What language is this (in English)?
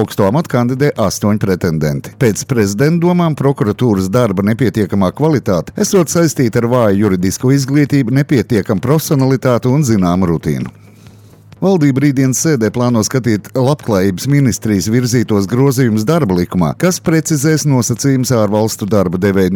Latvian